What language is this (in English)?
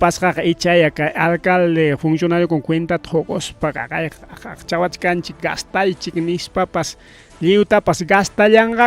Ayacucho Quechua